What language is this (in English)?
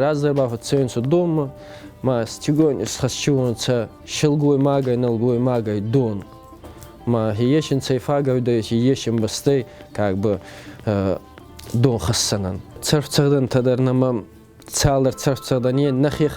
Ossetic